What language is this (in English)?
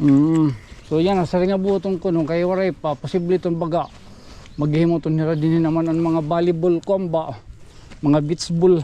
Waray